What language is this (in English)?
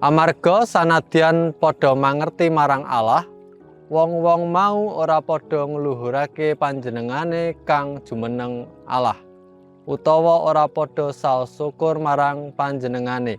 Javanese